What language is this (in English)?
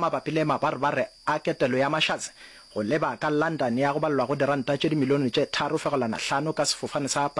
Northern Sotho